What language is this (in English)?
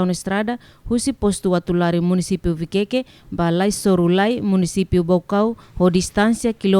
Tetum